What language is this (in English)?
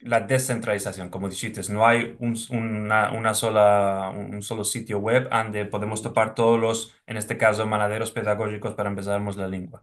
Ladino